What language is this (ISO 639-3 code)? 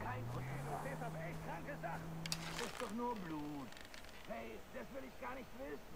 gsw